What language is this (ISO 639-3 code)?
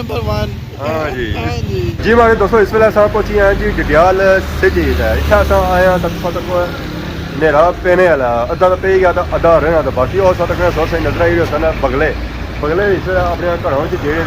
phr